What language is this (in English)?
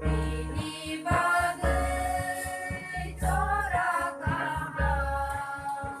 Kok Borok